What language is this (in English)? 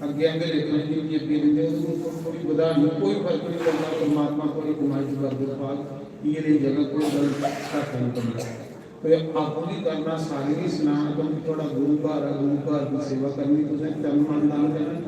Dogri